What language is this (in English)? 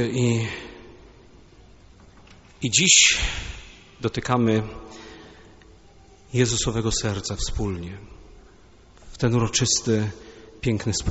Polish